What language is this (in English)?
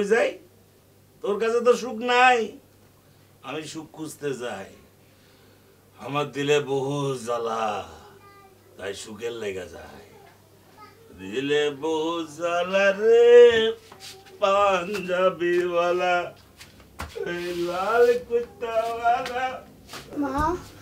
Bangla